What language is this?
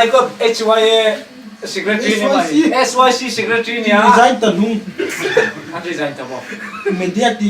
Hmar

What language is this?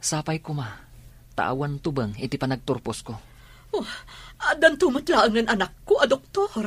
Iloko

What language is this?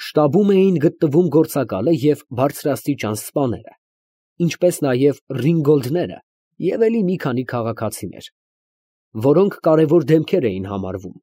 Armenian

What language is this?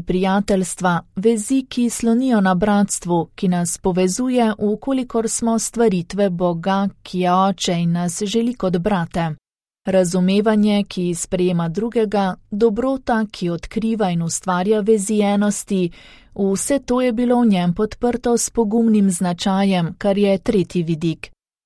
Slovenian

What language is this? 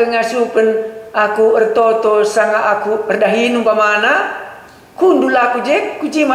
Batak Karo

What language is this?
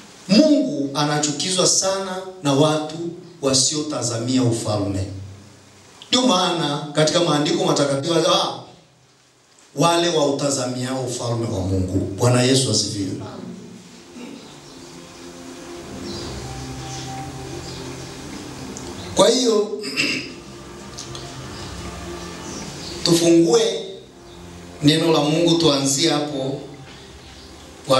Swahili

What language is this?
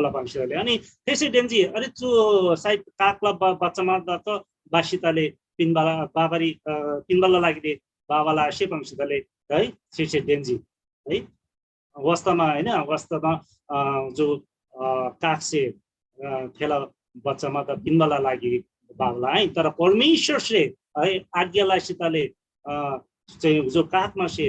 Eastern Tamang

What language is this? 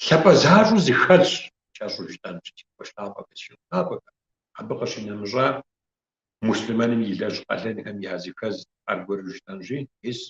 Kabardian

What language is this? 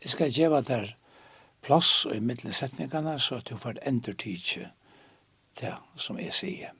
Faroese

